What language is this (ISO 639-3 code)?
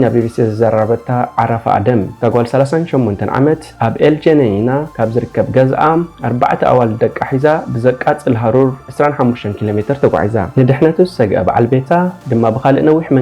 tir